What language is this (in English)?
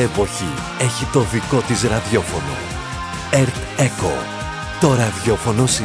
Greek